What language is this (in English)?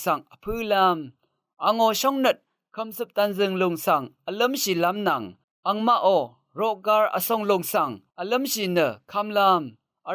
Rawang